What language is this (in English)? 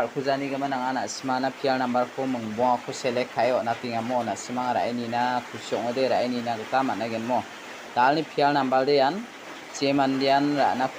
Garo